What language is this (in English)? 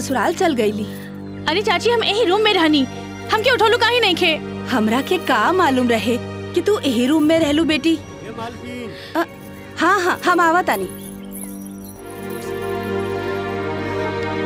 Bhojpuri